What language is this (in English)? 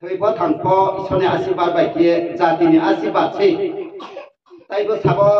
Riang (India)